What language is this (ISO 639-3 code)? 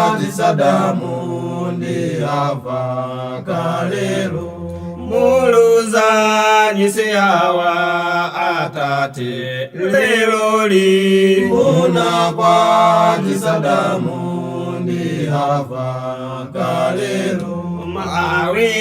nya